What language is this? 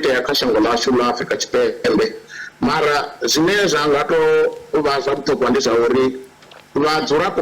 Venda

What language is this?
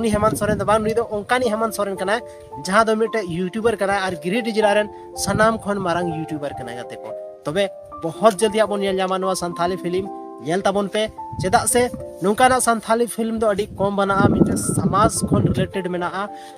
Santali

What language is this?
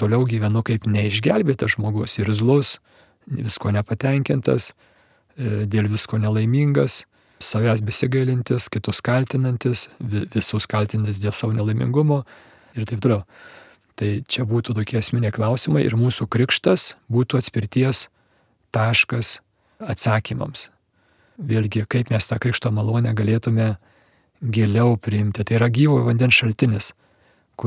Lithuanian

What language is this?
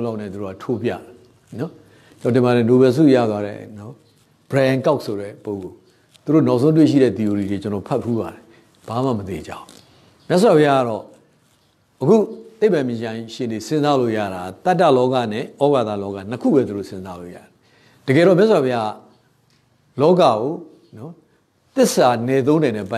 Burmese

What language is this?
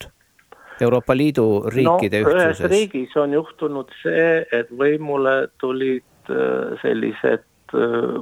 Estonian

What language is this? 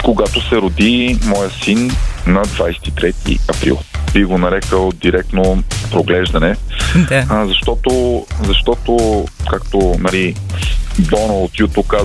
Bulgarian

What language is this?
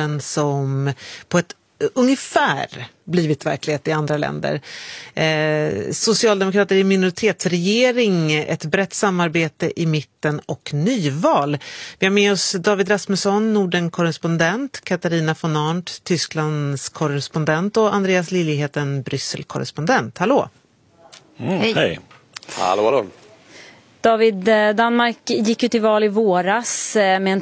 Swedish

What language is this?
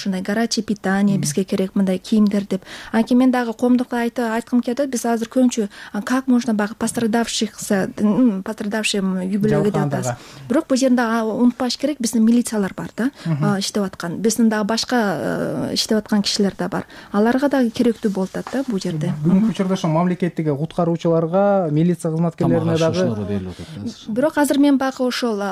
Kyrgyz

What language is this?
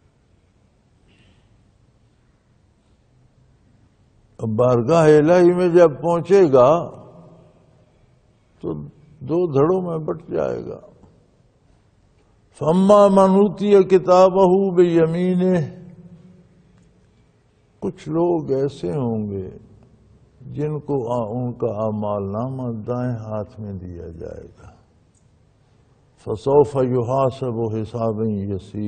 Urdu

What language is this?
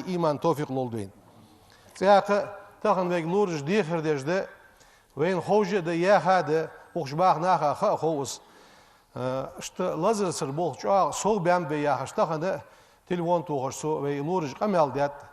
Ingush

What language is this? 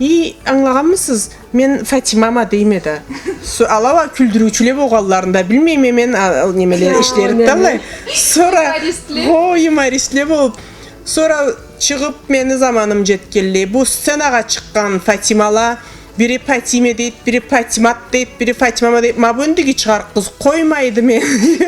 Karachay-Balkar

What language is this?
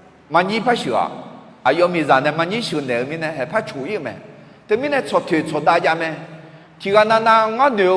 Akha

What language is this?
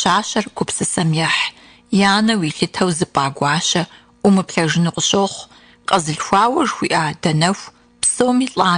Kabardian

